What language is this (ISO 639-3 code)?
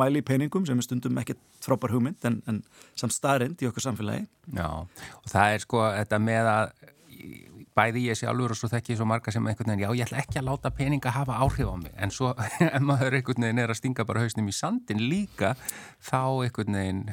isl